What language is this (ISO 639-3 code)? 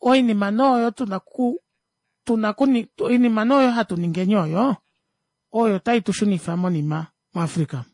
kua